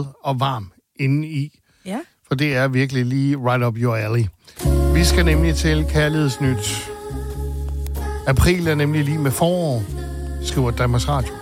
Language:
Danish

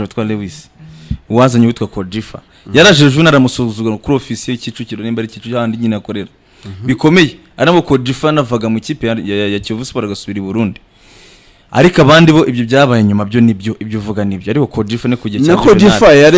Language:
Kinyarwanda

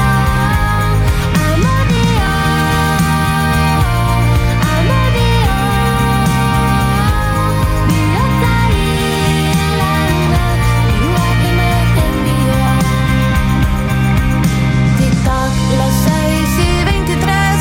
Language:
Basque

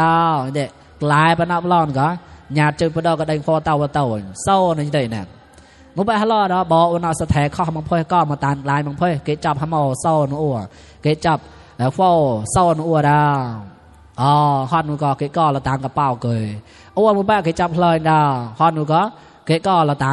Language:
Mon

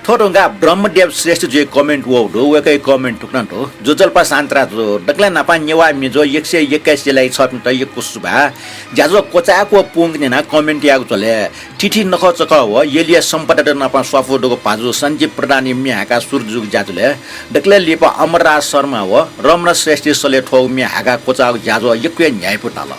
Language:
Newari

